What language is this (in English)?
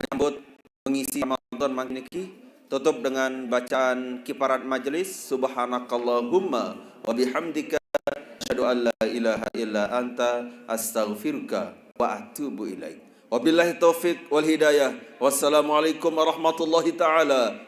Sasak